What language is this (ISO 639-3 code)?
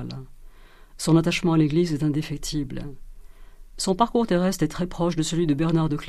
fra